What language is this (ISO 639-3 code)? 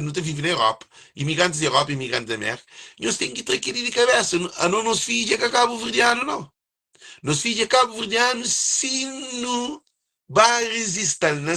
kea